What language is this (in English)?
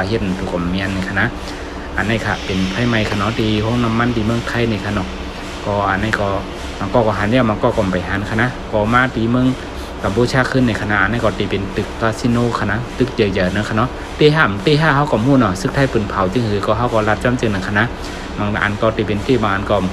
Shan